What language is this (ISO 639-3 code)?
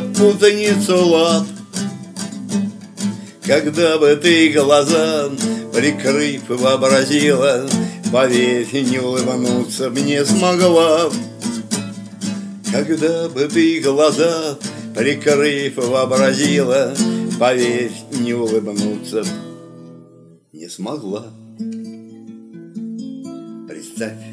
rus